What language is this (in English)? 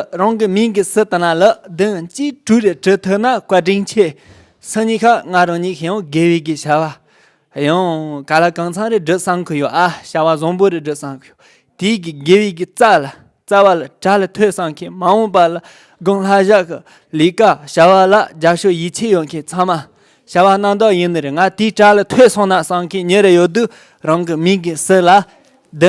Tibetan